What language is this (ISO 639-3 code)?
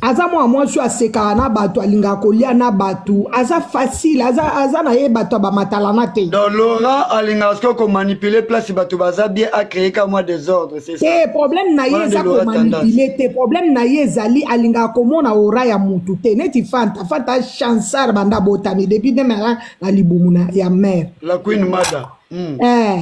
lin